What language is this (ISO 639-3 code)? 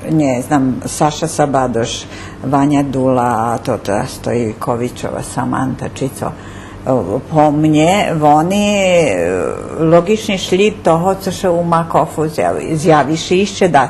rue